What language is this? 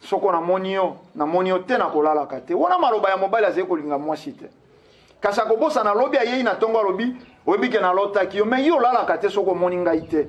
Lingala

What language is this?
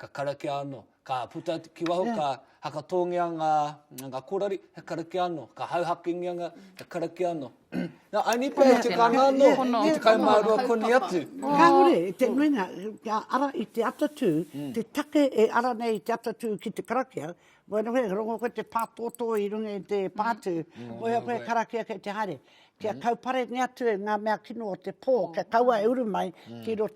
Māori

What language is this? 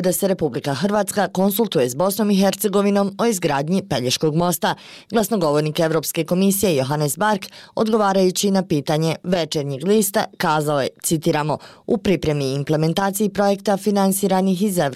Bosnian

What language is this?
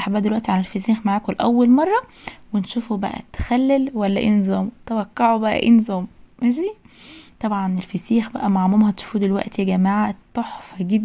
Egyptian Arabic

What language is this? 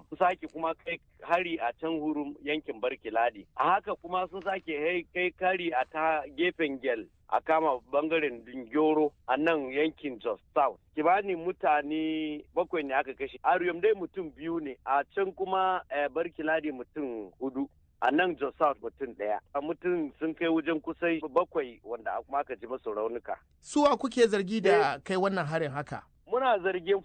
Hausa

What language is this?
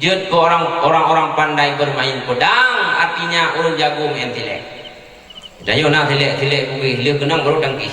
Achinese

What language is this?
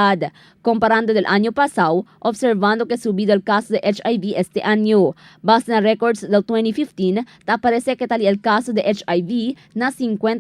Chavacano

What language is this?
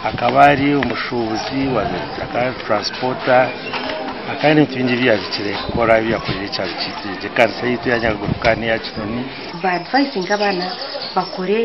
Nyankole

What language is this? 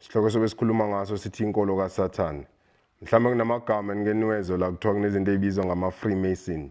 Zulu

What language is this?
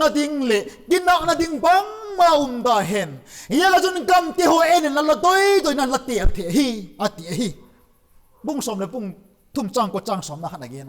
Vaiphei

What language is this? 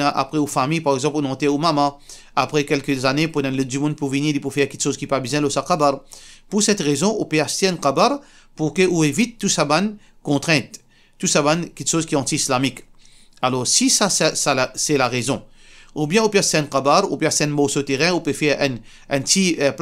Morisyen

